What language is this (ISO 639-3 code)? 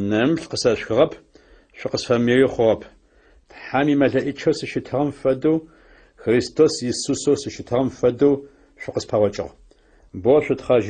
ady